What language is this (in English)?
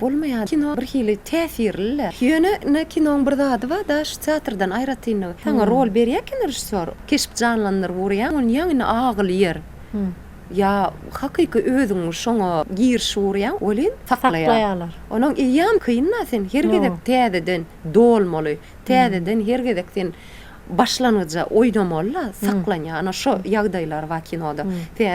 Turkmen